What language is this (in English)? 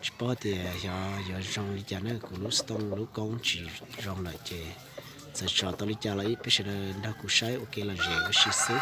Hmong